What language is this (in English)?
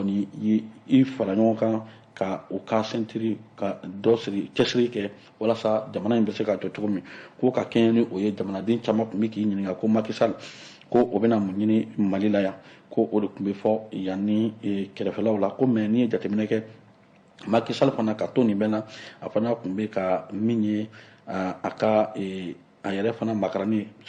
Bambara